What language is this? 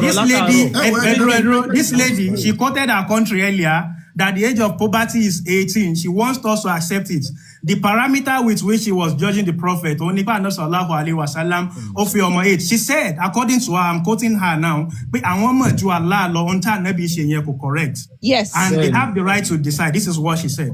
Yoruba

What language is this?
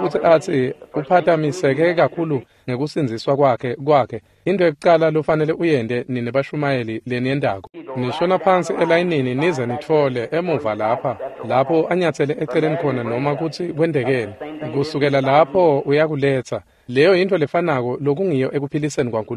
Swati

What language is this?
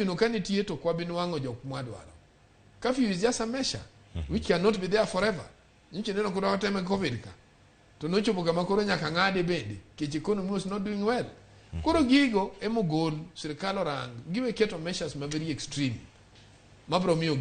Luo (Kenya and Tanzania)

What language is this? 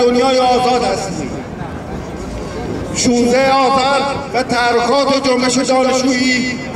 Persian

